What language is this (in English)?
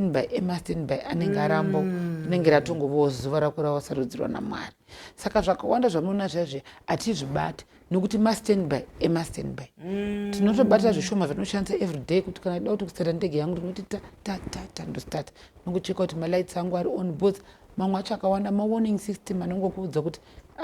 Shona